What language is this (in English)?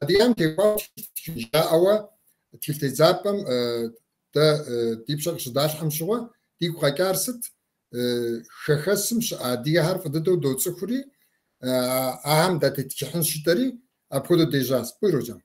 Kabardian